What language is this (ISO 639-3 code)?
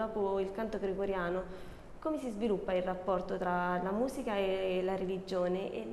ita